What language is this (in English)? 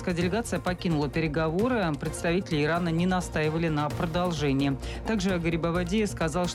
Russian